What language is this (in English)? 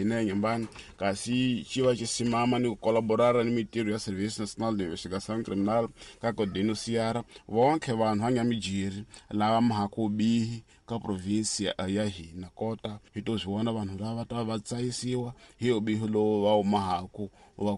Tsonga